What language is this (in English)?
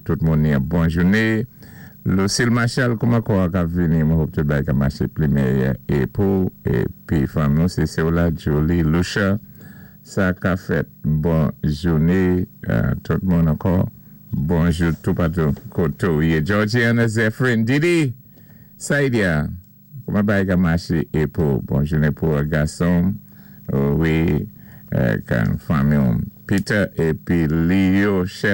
Saint Lucian Creole French